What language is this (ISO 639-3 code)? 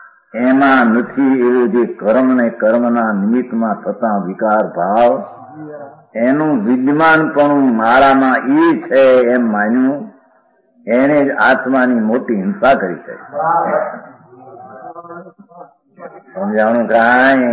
guj